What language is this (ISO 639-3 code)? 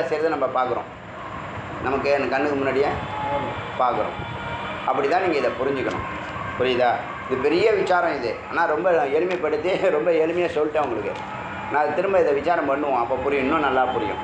tam